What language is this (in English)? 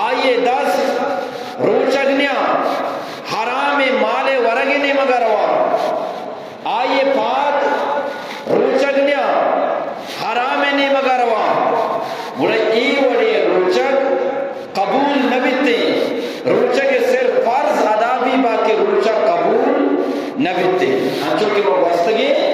Eastern Balochi